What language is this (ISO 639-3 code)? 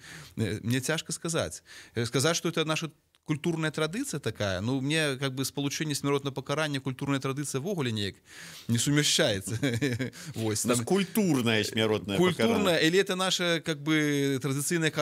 bel